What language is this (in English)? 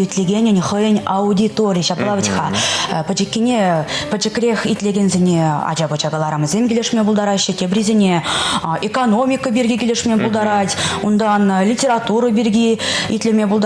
Chuvash